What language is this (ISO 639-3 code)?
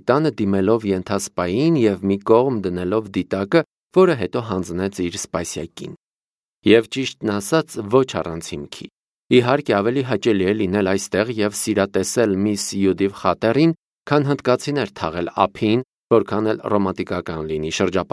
hye